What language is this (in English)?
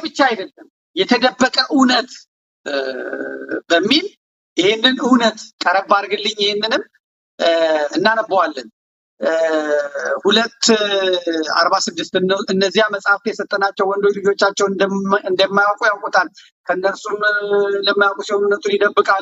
Amharic